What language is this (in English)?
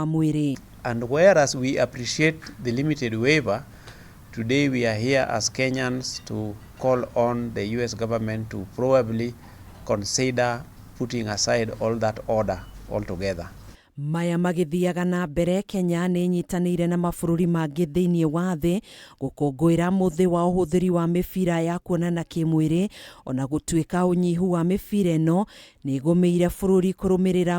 Kikuyu